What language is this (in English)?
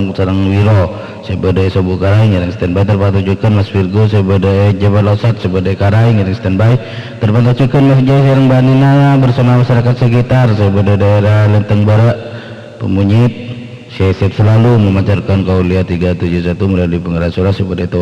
Madurese